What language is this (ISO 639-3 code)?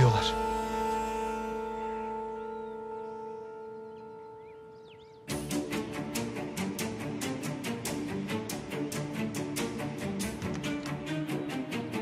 tur